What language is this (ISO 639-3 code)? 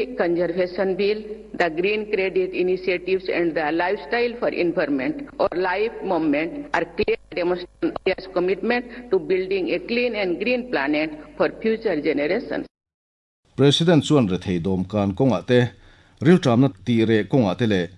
lus